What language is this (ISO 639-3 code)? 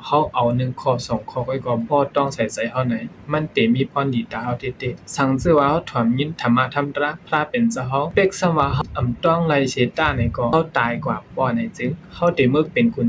shn